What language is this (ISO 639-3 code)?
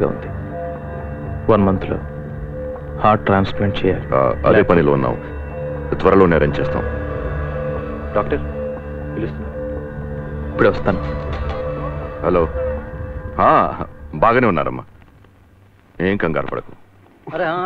tel